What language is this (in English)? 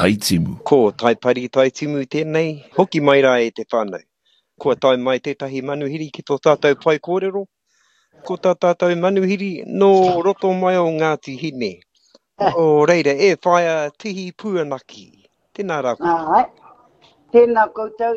Māori